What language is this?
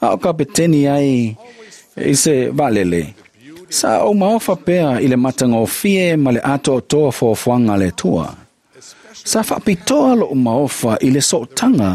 Samoan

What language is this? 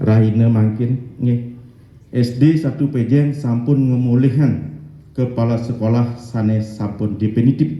Balinese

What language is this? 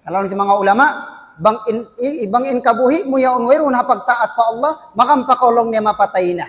Tausug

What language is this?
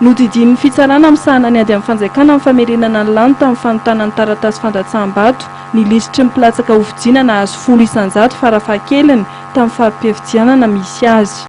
Malagasy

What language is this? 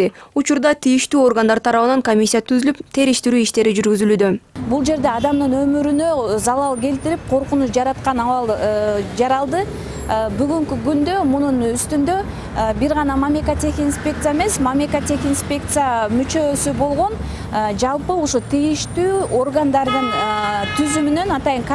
Kyrgyz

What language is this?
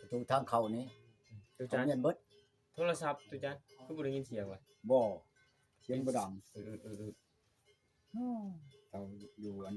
Northeastern Thai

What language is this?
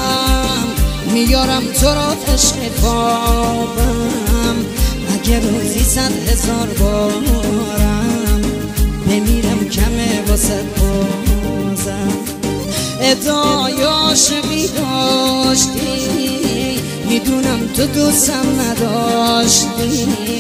Persian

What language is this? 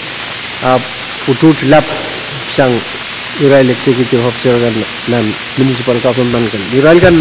Pohnpeian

